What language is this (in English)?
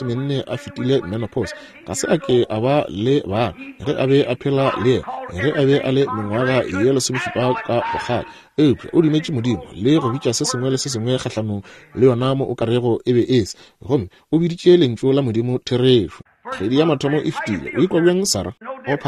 Northern Sotho